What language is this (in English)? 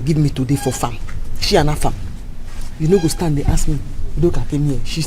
Nigerian Pidgin